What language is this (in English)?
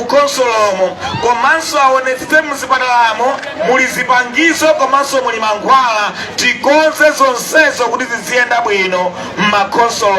Nyanja